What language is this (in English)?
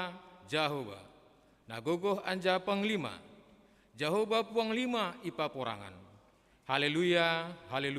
Batak Simalungun